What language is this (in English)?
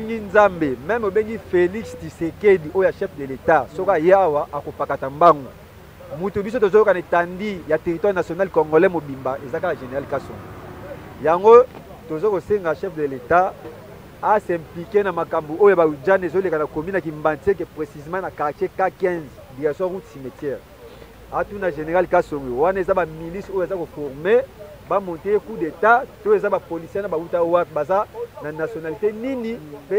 Lingala